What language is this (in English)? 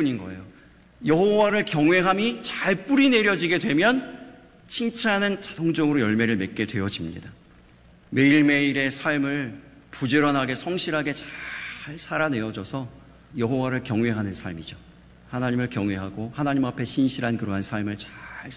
Korean